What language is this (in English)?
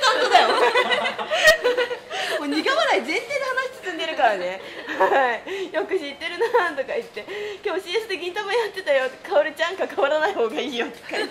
Japanese